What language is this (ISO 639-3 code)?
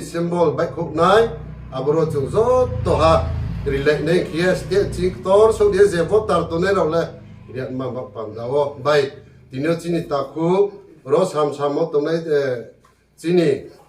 ria